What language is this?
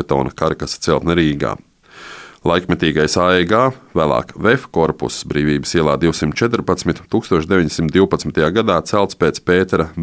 Latvian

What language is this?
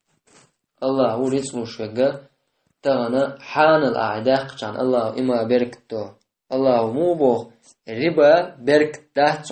Chechen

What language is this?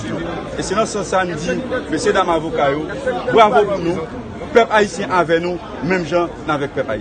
Haitian Creole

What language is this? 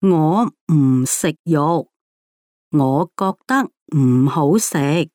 Cantonese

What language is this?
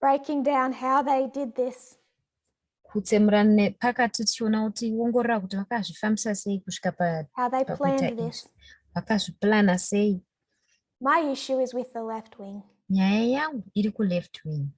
Shona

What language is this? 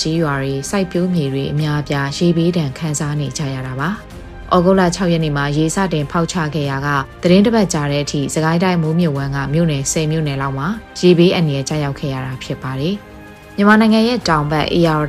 Burmese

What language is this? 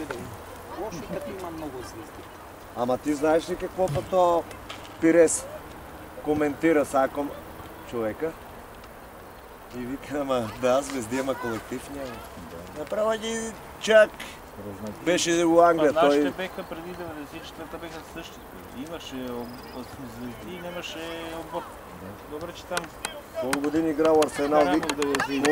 Bulgarian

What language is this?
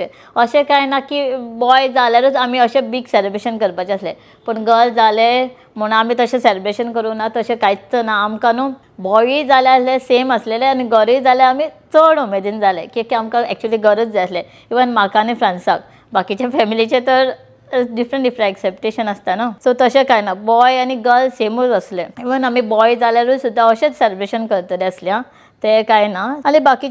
Konkani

